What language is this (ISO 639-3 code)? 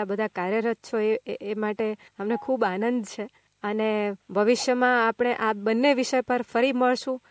guj